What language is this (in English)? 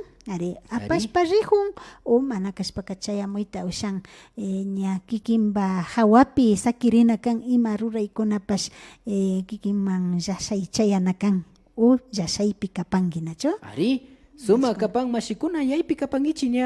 Imbabura Highland Quichua